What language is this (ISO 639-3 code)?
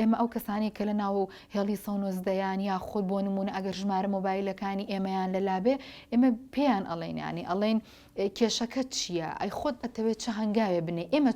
ckb